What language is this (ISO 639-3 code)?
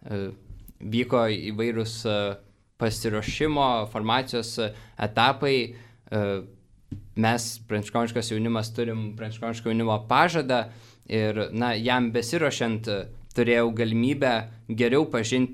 lit